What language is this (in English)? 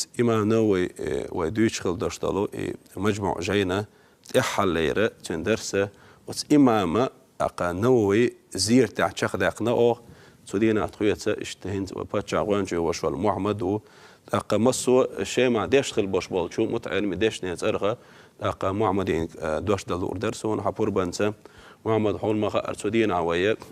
Chechen